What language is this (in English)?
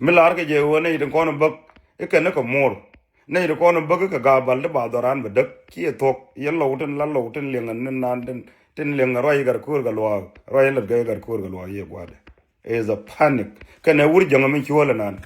Nuer